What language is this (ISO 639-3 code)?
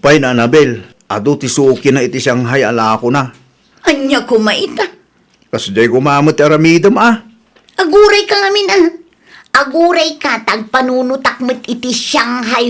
ilo